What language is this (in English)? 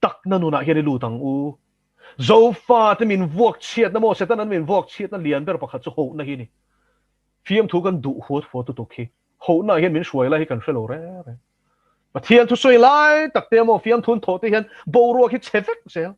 Mizo